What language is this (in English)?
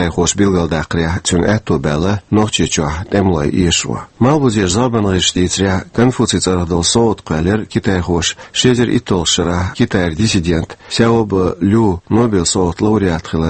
Chechen